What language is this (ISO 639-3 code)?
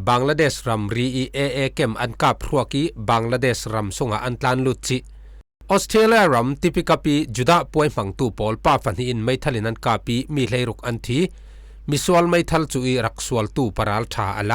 cfm